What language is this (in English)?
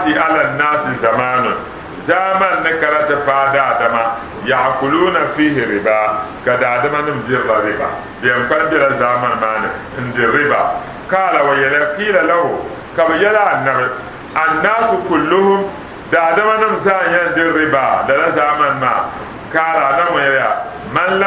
Dagbani